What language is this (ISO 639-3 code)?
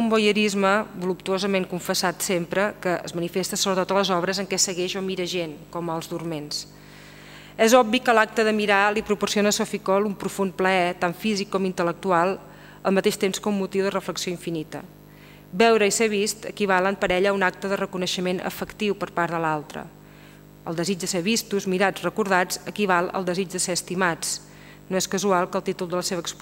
cat